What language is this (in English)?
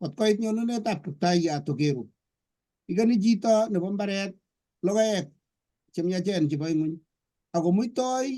Kalenjin